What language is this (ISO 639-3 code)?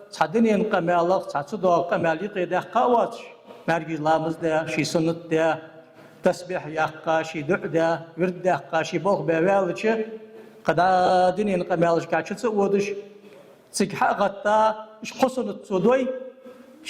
inh